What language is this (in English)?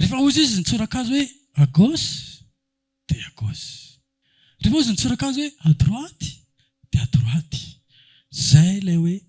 Malagasy